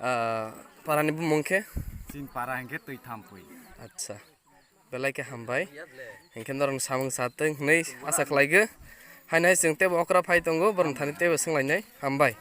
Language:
Kok Borok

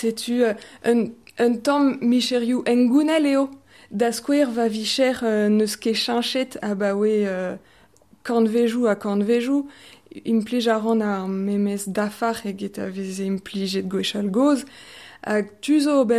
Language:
Breton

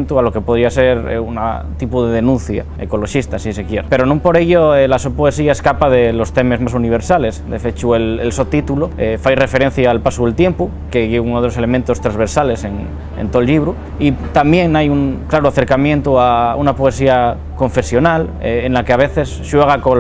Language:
Asturian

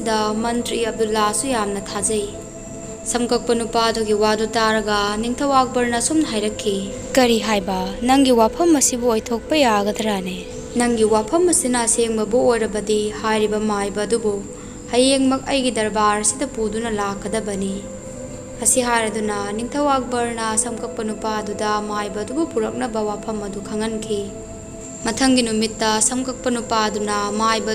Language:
Manipuri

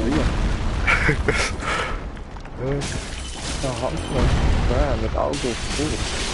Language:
Swiss German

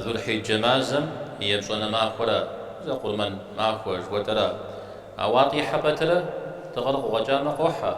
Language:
Kabardian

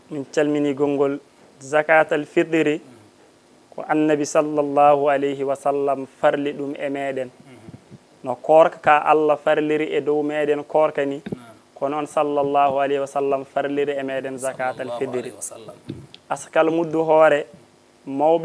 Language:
Fula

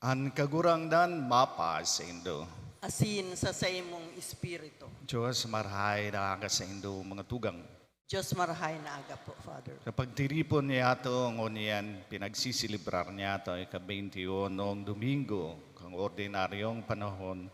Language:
Bikol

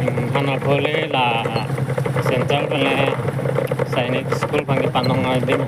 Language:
Karbi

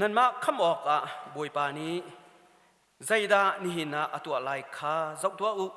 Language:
Hakha Chin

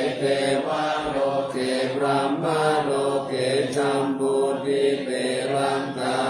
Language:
Pali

